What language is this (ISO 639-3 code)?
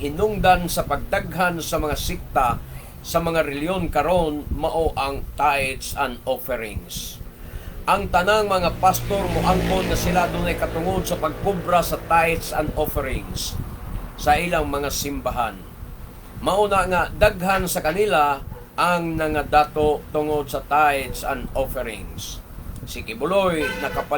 ceb